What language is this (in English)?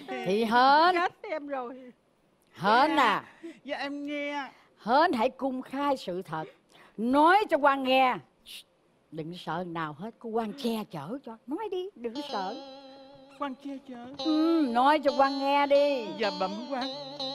Vietnamese